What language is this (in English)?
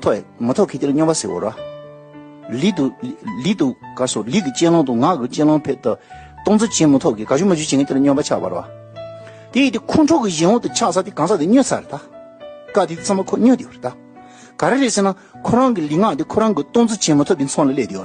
Tibetan